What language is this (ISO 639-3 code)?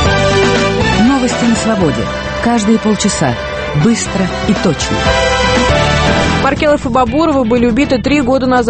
rus